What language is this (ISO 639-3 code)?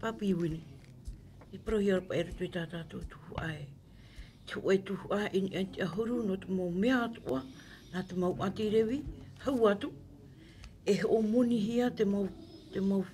tah